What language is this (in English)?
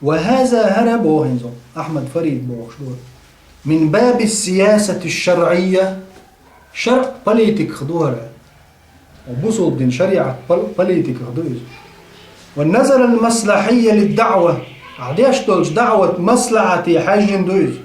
Chechen